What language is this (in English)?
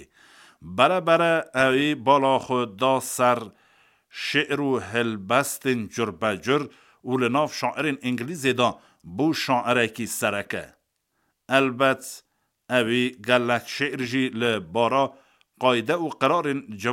Kurdish